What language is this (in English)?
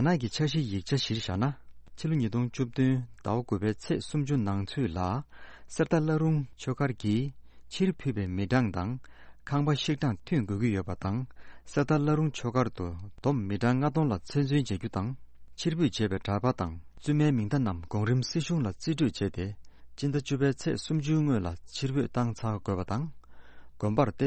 Tibetan